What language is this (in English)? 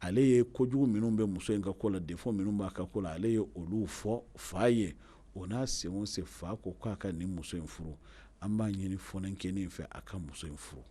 Bambara